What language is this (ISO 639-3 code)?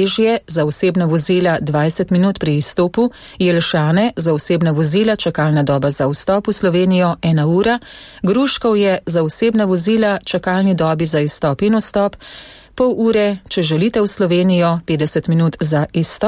slv